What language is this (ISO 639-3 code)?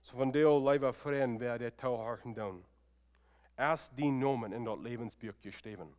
pdt